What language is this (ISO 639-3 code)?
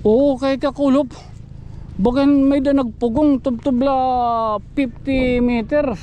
war